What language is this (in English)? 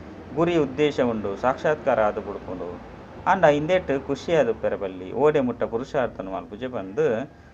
Tulu